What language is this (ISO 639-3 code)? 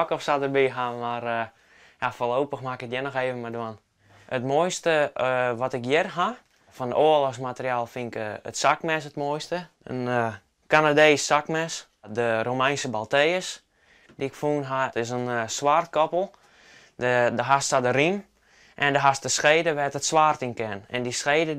fry